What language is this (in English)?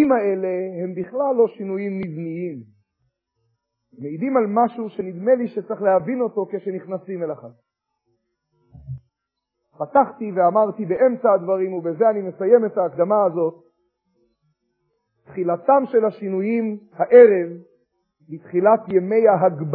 Hebrew